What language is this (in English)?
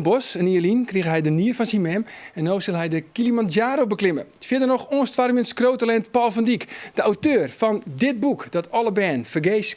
Western Frisian